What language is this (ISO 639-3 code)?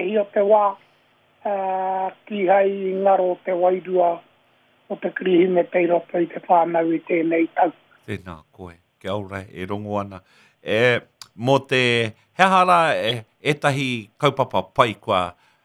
mri